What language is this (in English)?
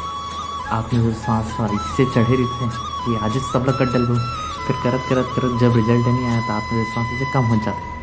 Chhattisgarhi